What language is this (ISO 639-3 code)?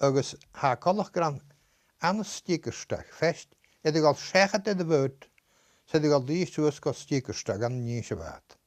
gla